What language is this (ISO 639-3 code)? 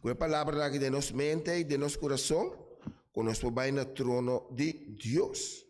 pap